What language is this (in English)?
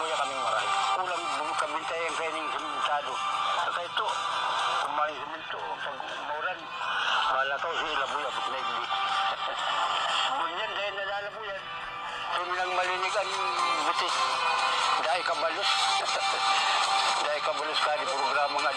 Bikol